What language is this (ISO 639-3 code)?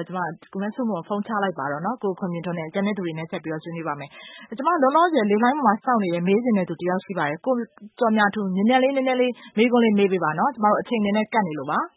mya